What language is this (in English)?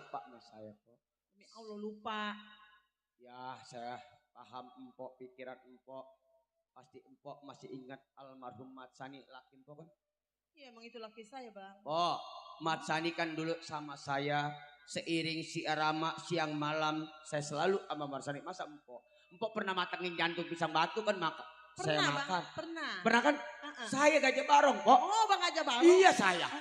Betawi